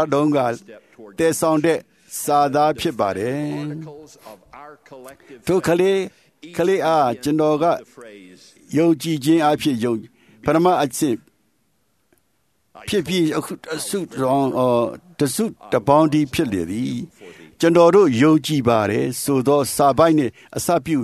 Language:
Burmese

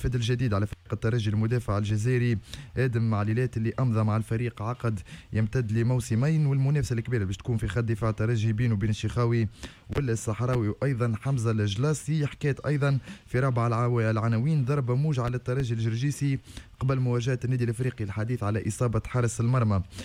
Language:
Tunisian Arabic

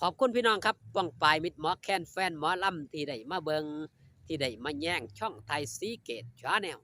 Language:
Northeastern Thai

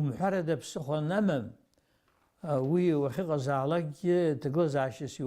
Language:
Abkhazian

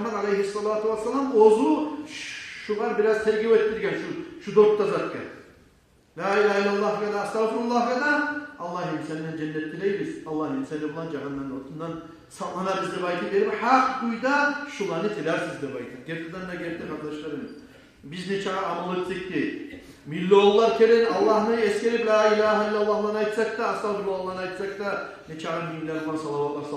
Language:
Kumyk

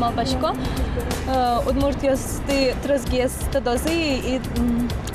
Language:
Udmurt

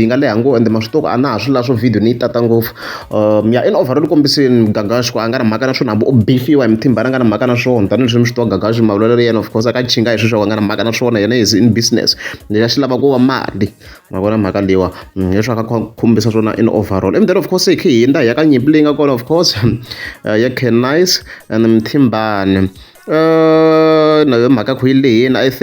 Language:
Tsonga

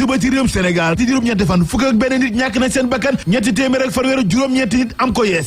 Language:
Wolof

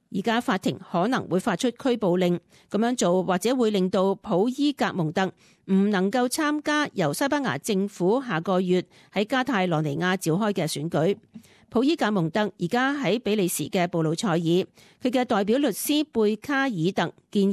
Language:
Cantonese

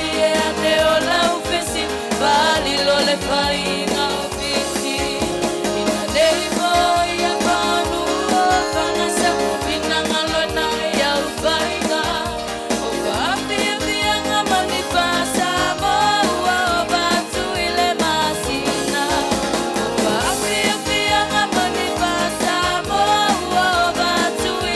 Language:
Samoan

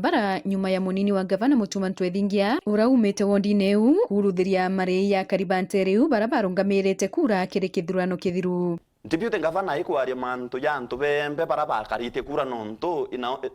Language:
Meru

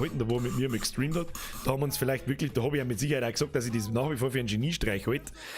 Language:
Bavarian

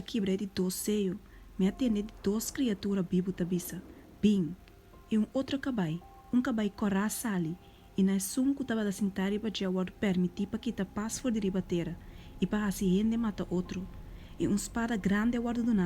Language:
Papiamento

